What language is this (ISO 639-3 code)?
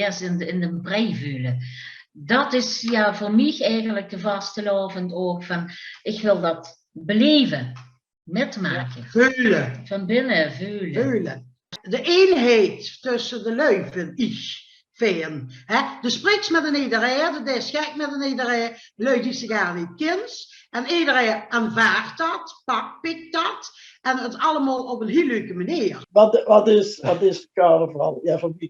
lim